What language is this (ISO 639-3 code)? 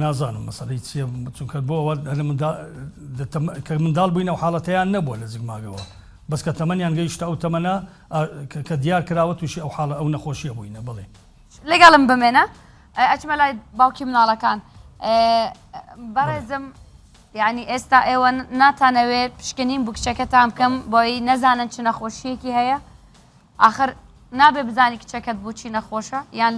ckb